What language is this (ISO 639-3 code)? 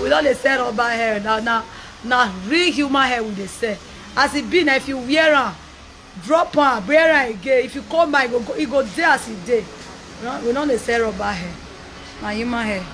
pcm